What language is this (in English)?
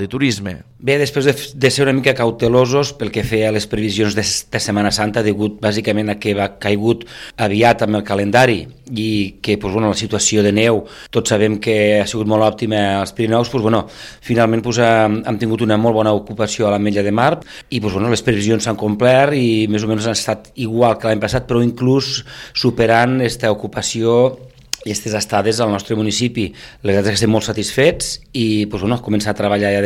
Catalan